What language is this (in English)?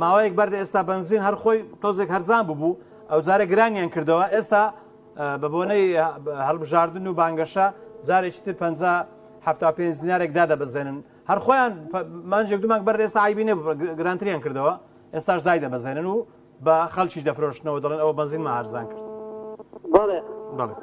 Central Kurdish